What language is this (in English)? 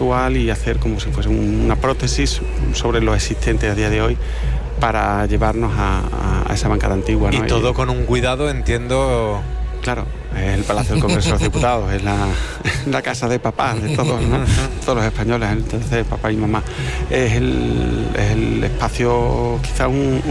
Spanish